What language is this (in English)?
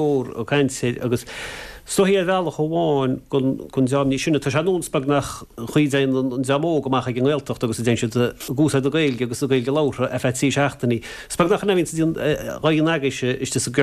Irish